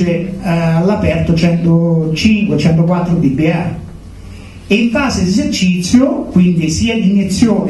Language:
Italian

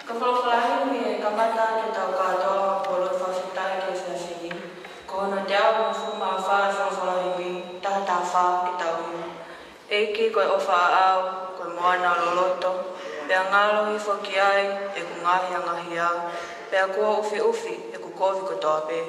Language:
Tongan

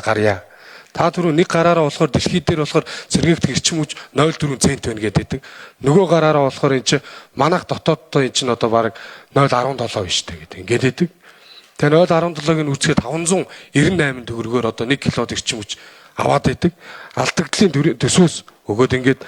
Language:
Mongolian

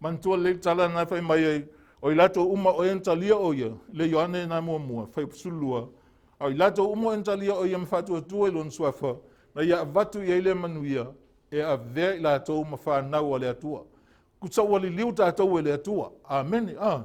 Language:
Samoan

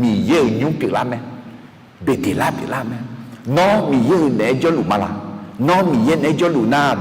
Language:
Akha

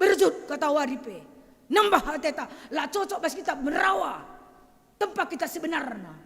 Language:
Batak Karo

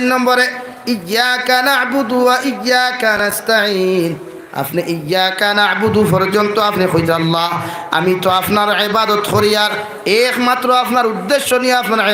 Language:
Sylheti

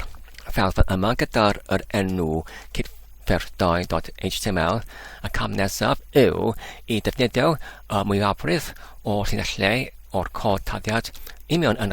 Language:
Welsh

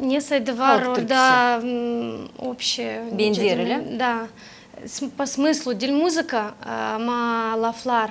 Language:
Gagauz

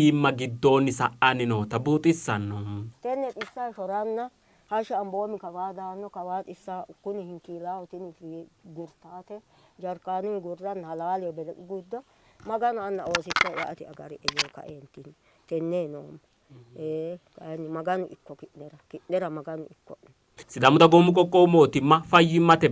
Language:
Sidamo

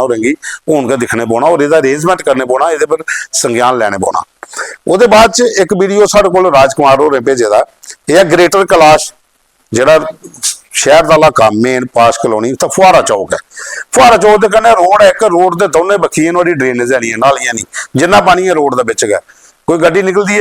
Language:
Dogri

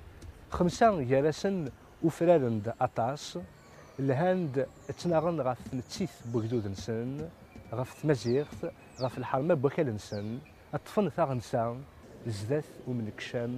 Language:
Kabyle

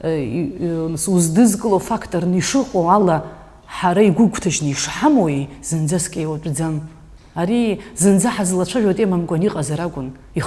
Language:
Abkhazian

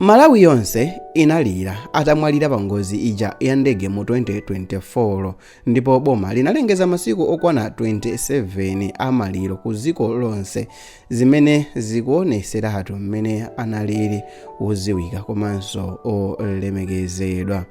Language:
Nyanja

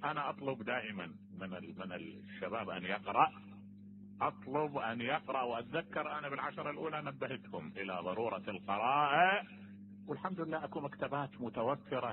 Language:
Mesopotamian Arabic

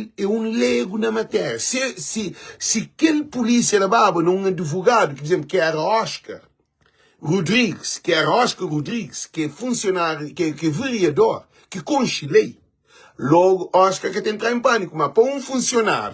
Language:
Kabuverdianu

